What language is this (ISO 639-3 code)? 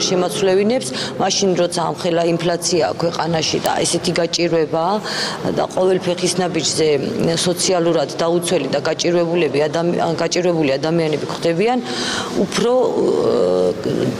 kat